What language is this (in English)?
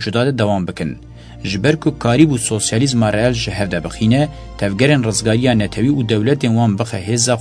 Kurdish